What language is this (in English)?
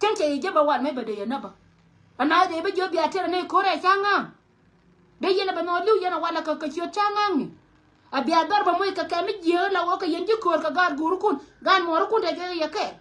Nuer